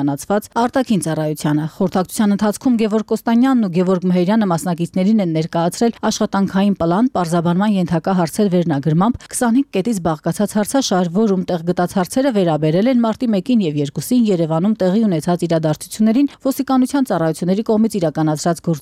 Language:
Armenian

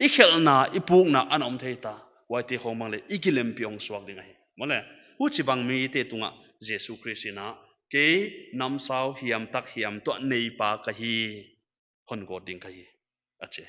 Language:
Paite Chin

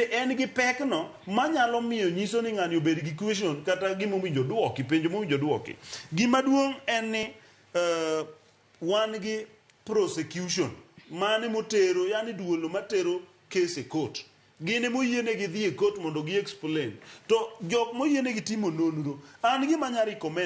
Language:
Luo (Kenya and Tanzania)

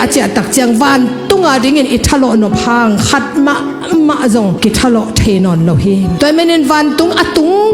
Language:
Tedim Chin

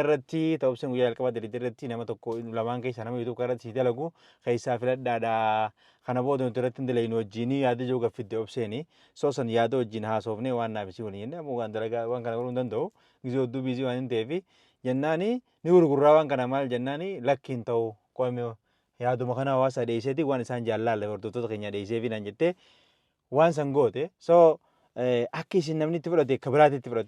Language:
Oromo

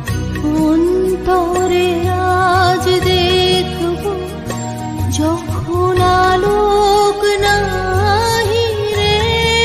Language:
Bangla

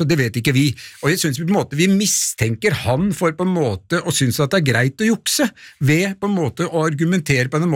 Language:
Norwegian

